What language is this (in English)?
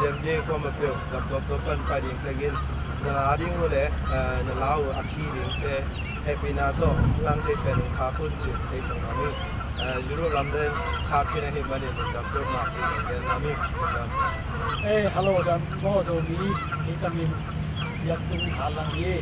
Tedim Chin